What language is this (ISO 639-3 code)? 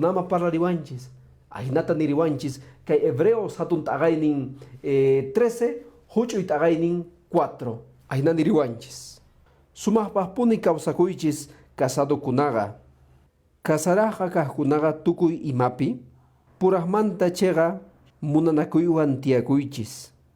que